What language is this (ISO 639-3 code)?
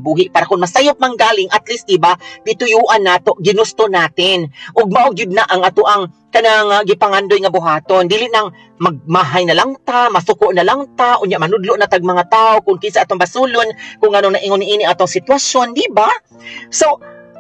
ceb